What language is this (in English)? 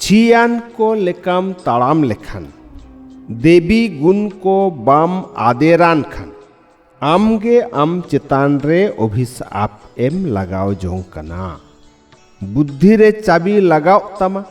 Santali